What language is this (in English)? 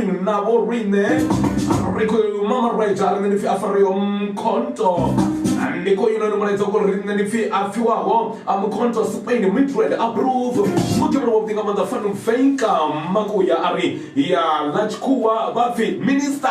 Venda